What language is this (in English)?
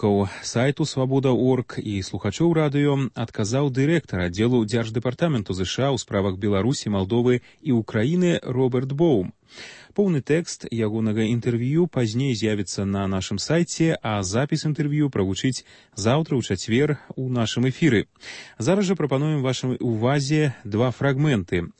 Belarusian